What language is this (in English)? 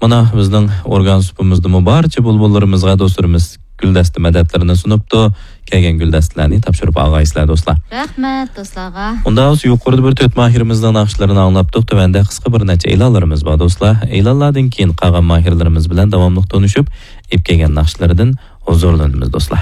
Uyghur